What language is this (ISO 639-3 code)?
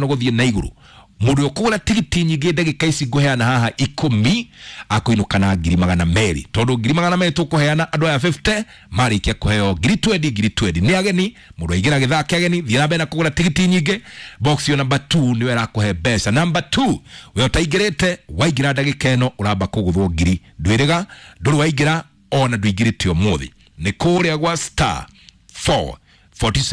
kik